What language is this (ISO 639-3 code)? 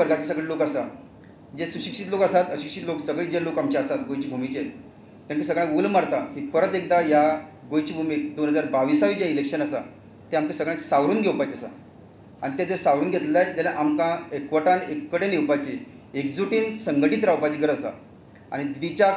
kok